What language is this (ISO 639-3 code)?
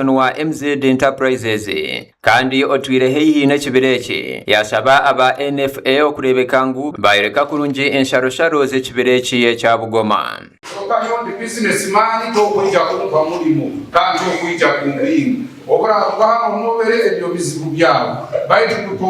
nyn